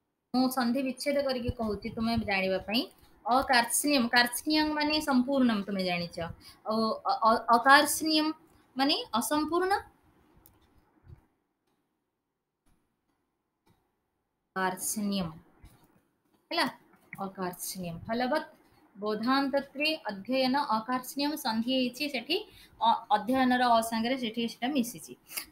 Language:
Odia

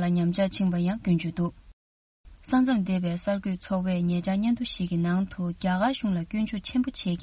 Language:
Tibetan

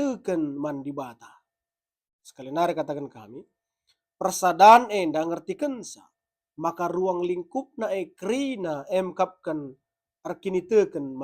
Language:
Batak Karo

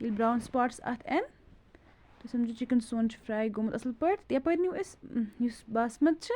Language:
Kashmiri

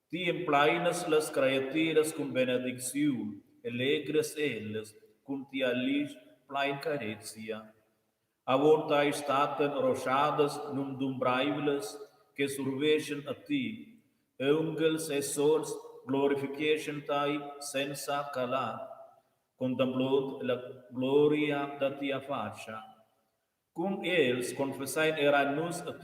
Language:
Romansh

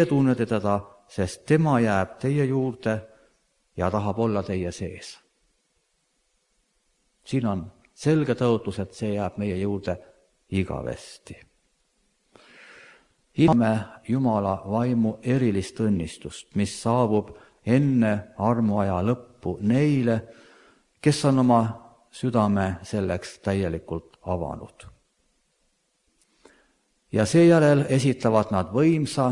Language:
Estonian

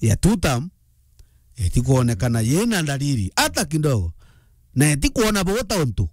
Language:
Meru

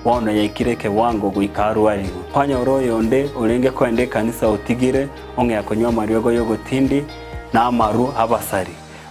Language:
Gusii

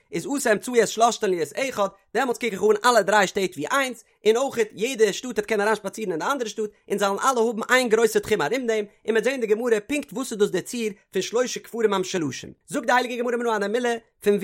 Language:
Yiddish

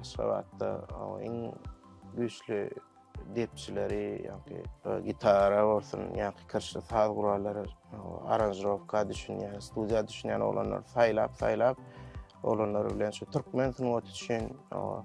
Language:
Turkmen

